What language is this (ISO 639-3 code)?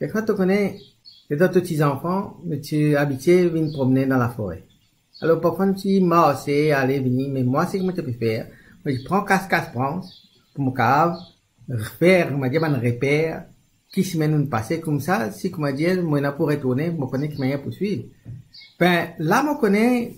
mfe